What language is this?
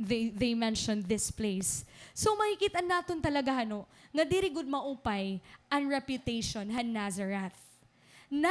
Waray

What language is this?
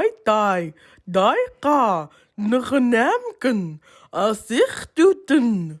Central Yupik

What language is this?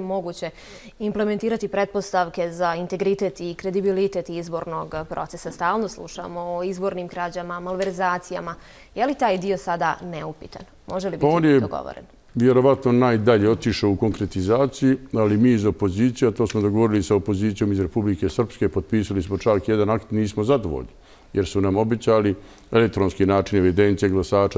Bosnian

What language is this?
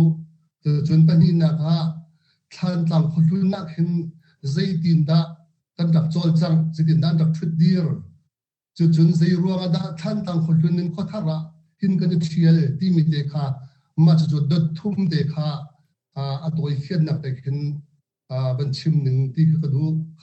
Hakha Chin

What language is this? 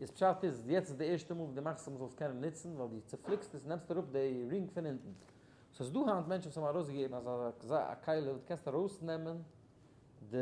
Yiddish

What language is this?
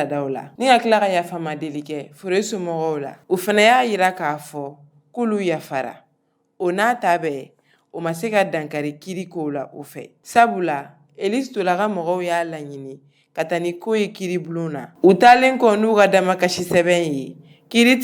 Bambara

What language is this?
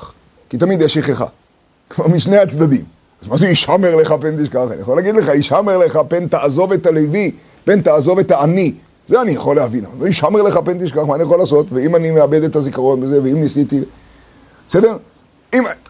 Hebrew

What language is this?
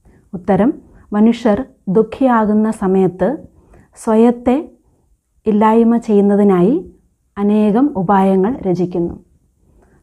Malayalam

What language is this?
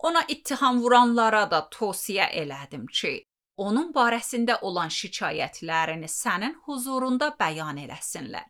Azerbaijani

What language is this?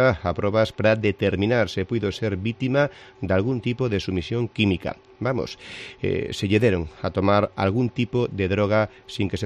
Galician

